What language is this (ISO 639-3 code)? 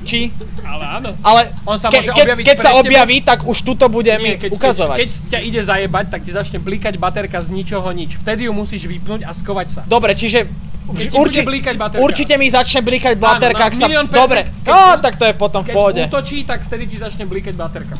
slk